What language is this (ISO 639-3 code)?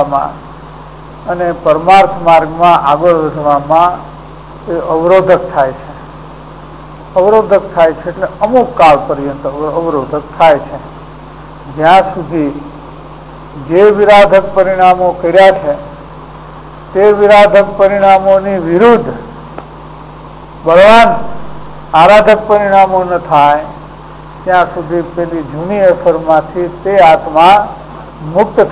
guj